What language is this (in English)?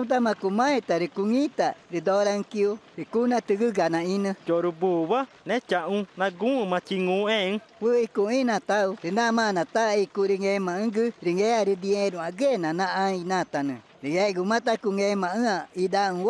Ticuna